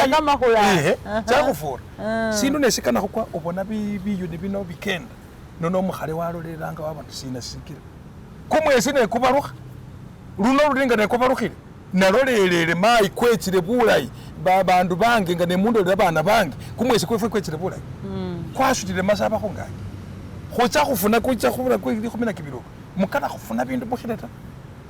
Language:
Masaaba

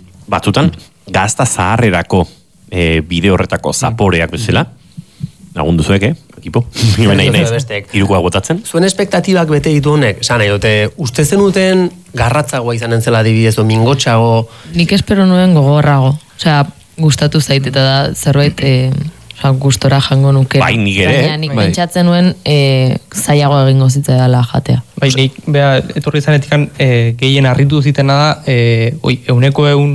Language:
Basque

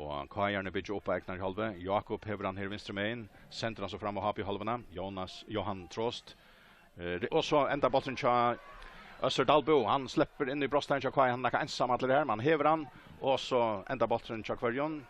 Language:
Faroese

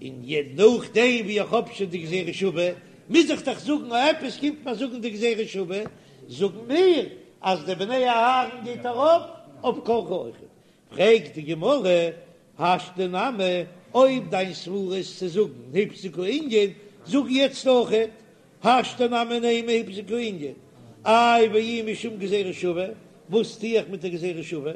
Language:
Yiddish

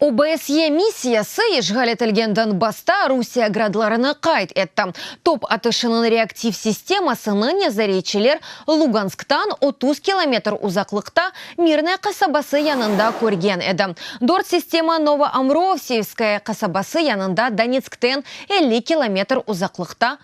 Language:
Crimean Tatar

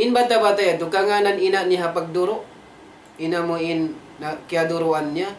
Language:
Tausug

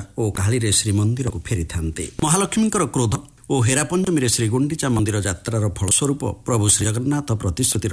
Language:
Odia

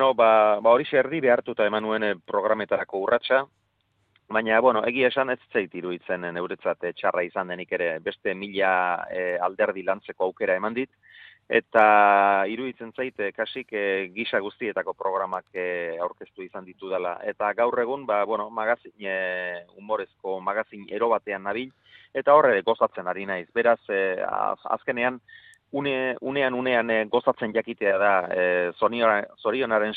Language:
Basque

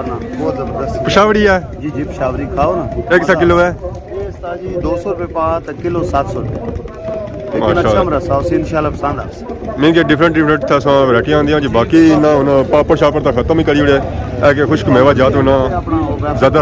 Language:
Pahari-Potwari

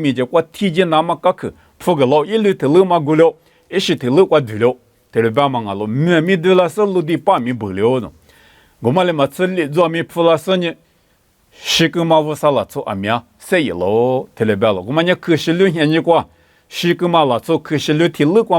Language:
Lisu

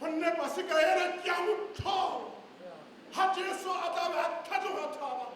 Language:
Tswana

